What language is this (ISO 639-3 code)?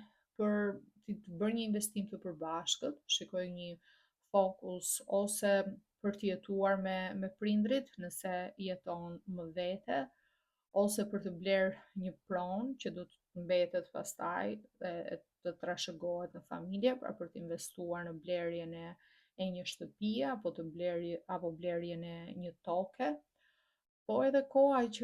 sqi